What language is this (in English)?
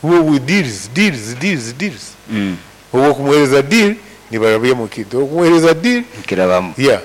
Nyoro